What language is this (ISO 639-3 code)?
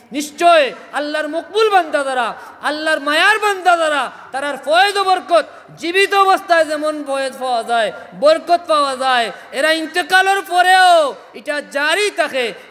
syl